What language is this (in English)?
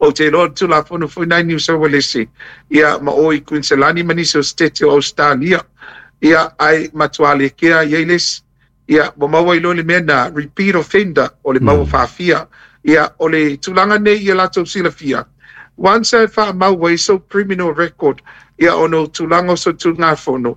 Samoan